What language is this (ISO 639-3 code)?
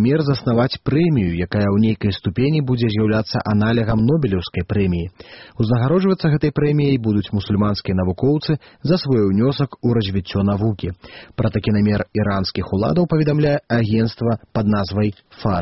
bel